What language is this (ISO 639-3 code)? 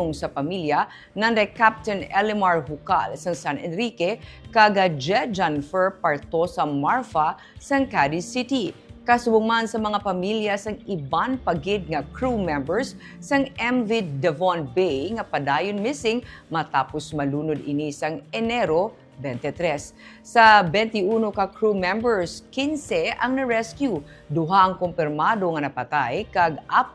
hil